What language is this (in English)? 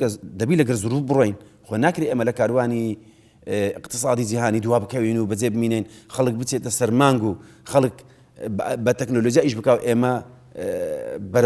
Central Kurdish